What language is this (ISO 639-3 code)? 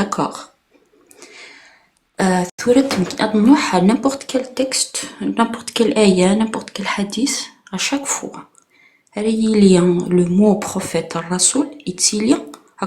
kab